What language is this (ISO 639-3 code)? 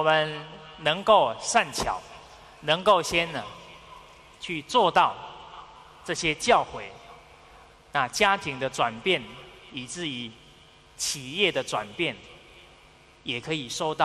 zho